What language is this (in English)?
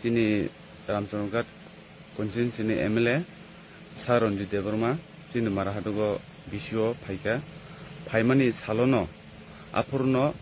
Kok Borok